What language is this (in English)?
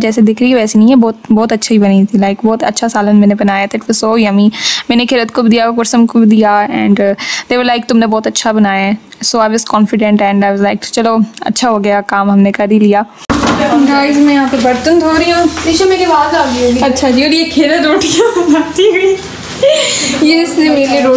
Hindi